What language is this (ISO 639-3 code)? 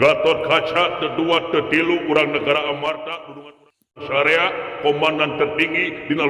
sun